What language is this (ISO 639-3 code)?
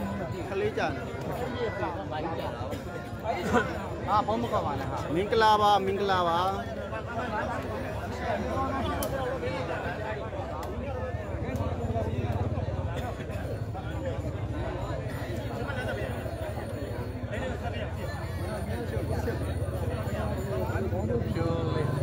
mya